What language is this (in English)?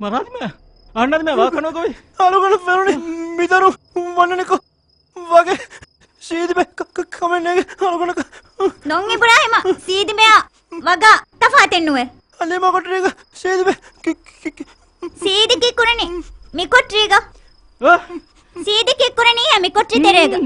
Divehi